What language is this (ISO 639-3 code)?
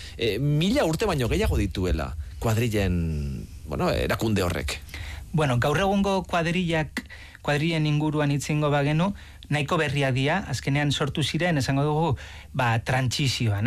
eus